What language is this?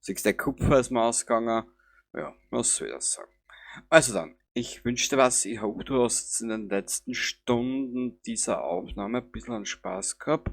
Bavarian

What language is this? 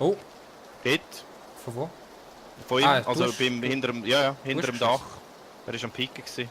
Swiss German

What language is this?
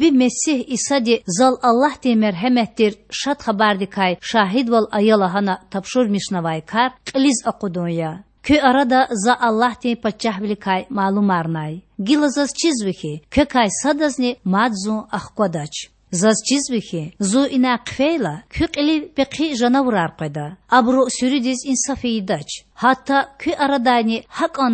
Lezghian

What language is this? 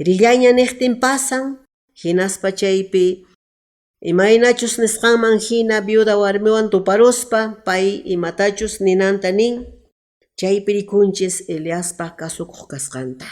Quechua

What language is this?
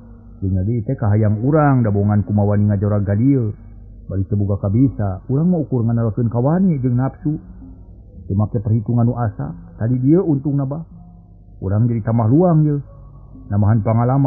Sundanese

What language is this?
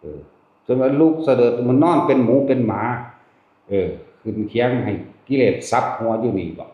Northeastern Thai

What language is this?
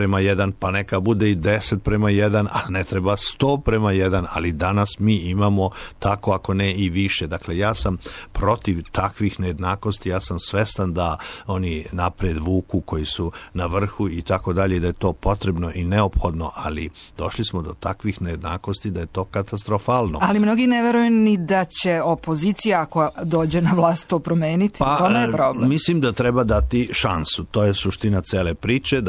Serbian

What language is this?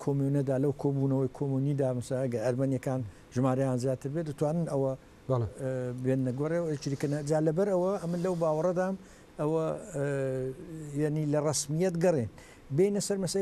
Central Kurdish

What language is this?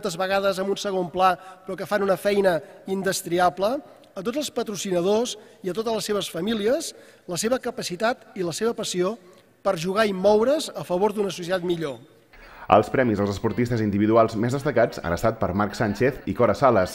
Catalan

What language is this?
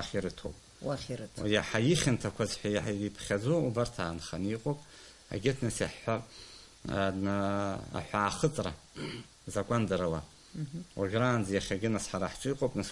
Abkhazian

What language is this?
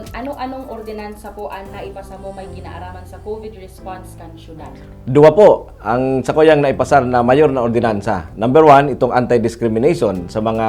Bikol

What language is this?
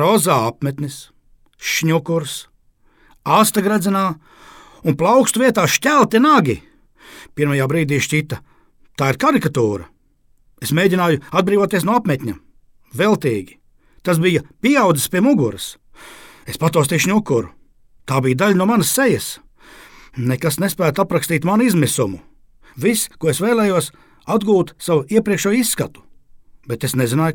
Latvian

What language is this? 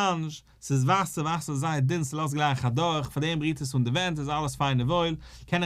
Yiddish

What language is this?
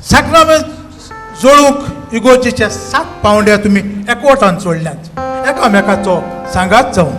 Konkani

